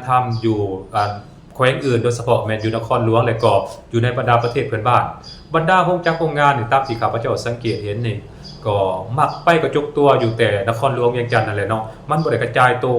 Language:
Lao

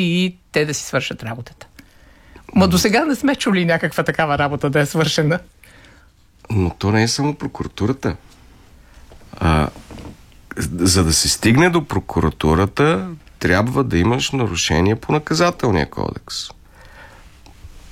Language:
Bulgarian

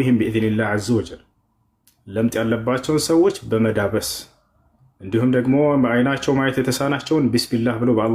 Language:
Amharic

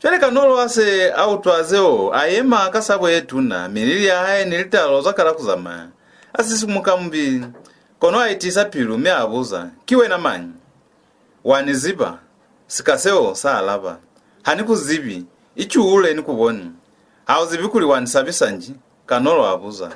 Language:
Lozi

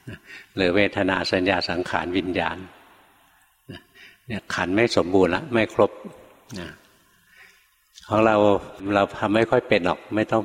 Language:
Thai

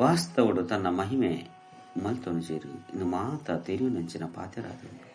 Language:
Tulu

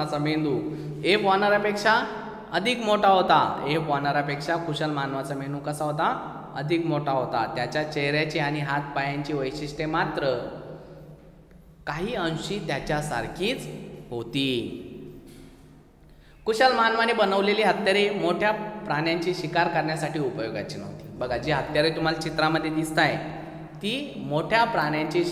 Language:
Marathi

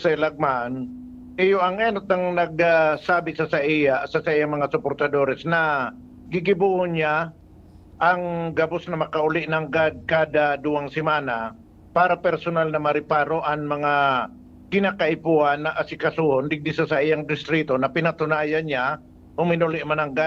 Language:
Bikol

